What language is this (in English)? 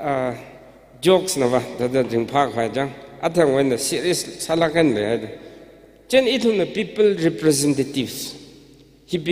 Tangkhul Naga (India)